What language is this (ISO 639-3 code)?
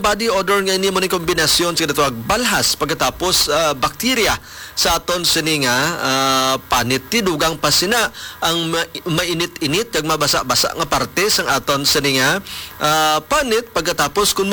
hil